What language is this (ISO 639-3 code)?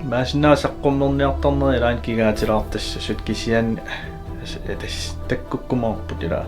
kal